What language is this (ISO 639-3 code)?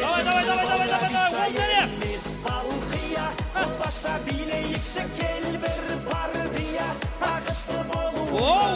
kaa